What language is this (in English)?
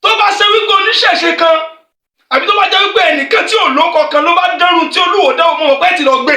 Yoruba